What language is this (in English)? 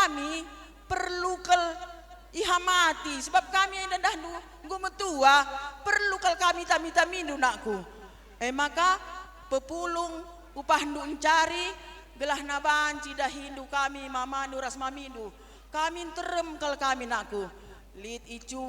Batak Karo